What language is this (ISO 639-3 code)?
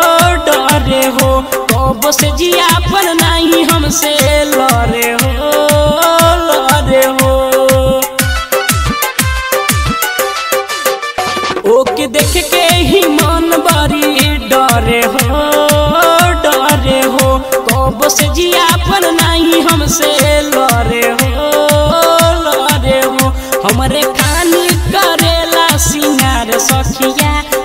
bho